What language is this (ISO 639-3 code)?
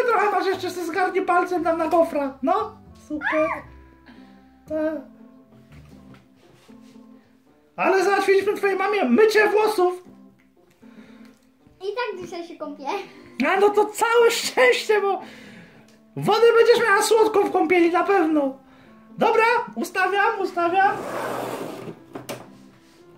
pol